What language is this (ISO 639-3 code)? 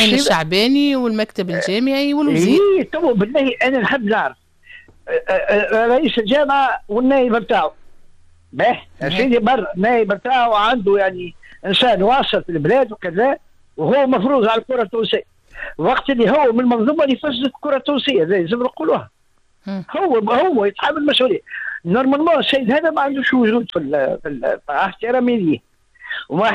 aeb